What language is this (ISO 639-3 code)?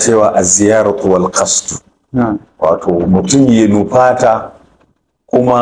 hau